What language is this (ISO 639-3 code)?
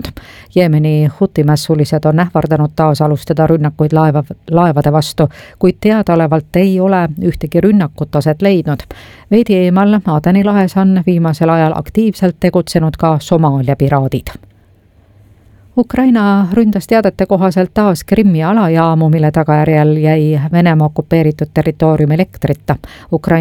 est